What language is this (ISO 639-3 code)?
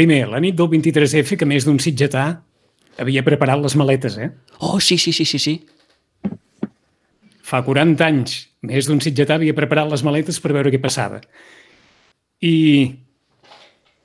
cat